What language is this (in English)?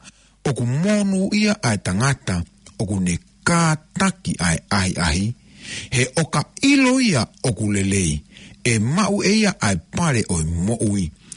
Tongan